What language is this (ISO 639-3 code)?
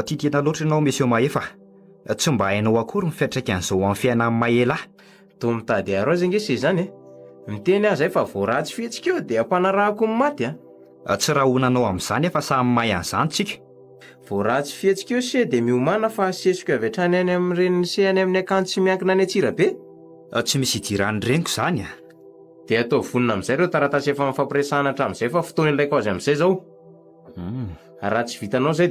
mlg